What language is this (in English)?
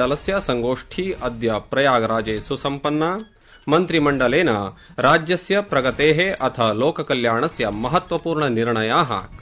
Sanskrit